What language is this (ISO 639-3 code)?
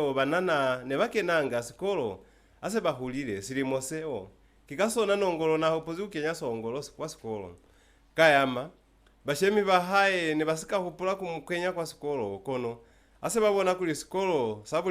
loz